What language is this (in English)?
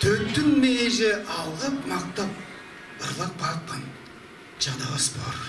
Tuvinian